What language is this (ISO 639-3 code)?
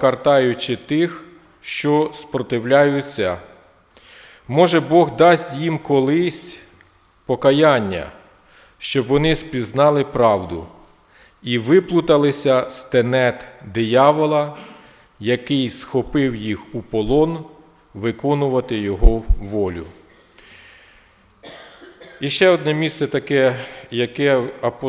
ukr